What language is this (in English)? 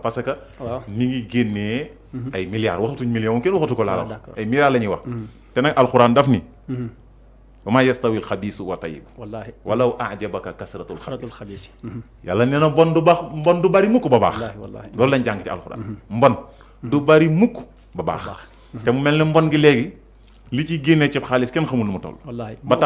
Wolof